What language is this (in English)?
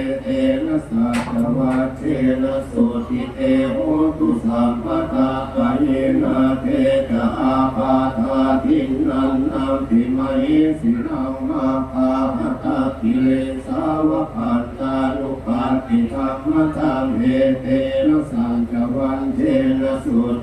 Pali